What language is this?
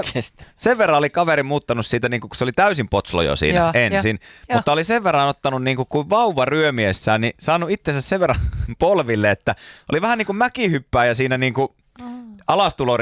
Finnish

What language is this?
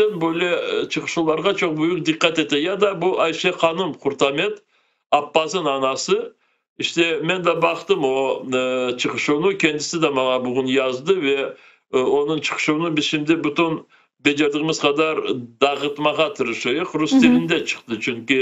Crimean Tatar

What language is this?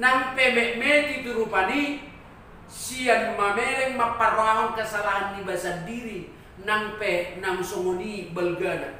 Batak Toba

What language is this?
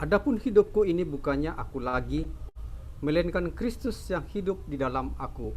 Batak Simalungun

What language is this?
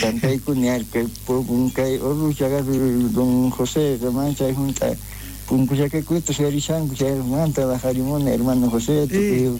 South Bolivian Quechua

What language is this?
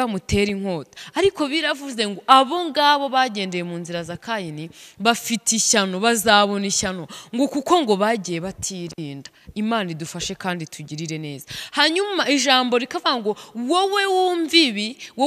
Kinyarwanda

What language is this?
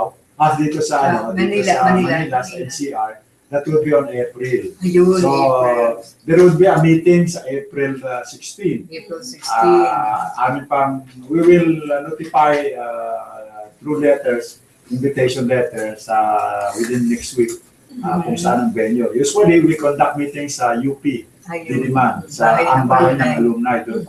Filipino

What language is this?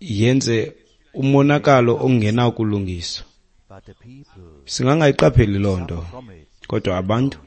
Xhosa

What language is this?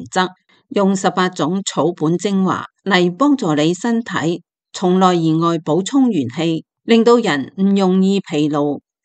Cantonese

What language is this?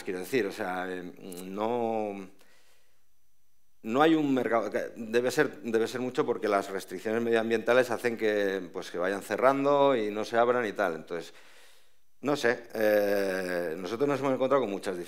Spanish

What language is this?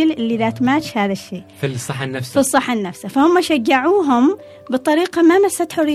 Gulf Arabic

